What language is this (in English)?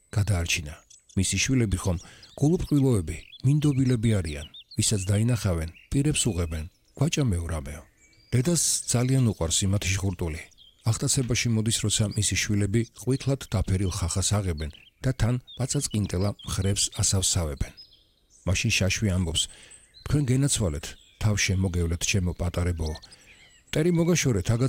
Georgian